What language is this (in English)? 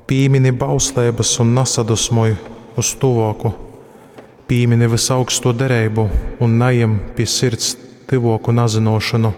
Latgalian